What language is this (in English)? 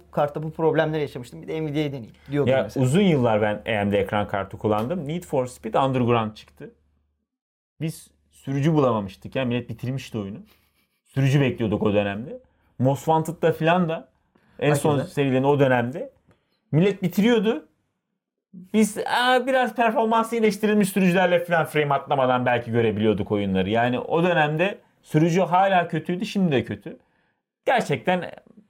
Turkish